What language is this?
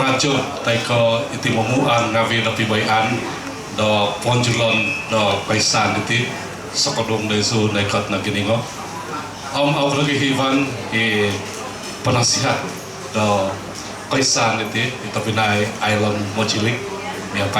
Central Dusun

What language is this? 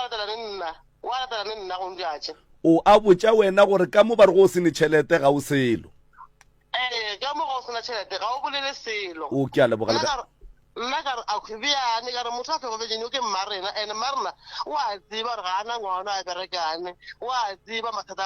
Northern Sotho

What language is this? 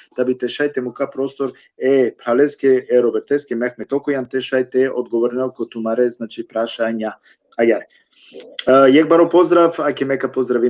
Balkan Romani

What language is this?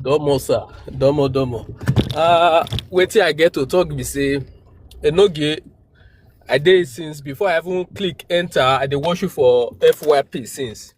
Nigerian Pidgin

